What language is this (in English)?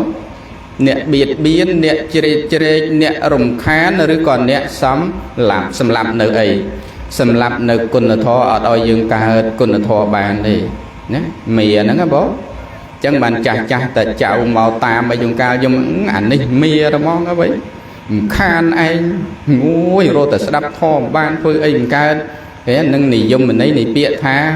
Khmer